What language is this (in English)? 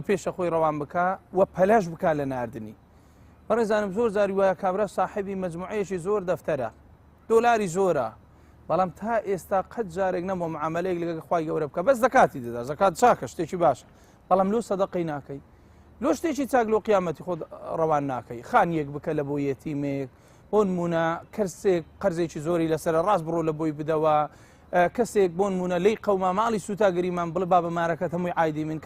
Central Kurdish